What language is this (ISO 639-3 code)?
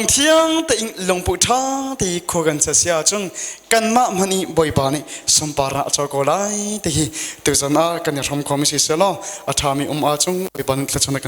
cnh